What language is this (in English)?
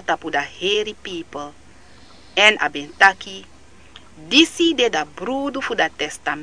Sranan Tongo